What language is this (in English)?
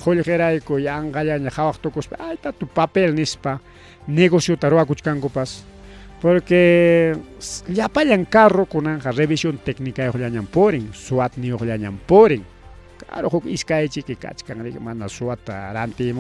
Ayacucho Quechua